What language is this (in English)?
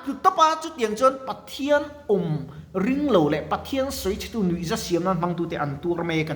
Mizo